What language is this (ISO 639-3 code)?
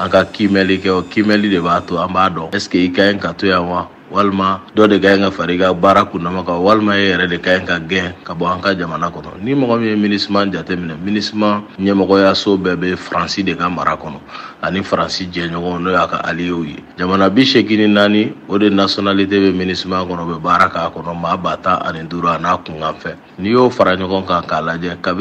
bam